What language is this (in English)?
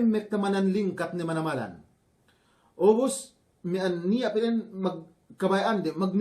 Yakan